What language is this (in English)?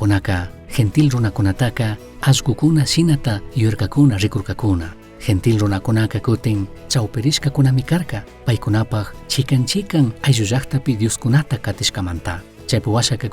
Chimborazo Highland Quichua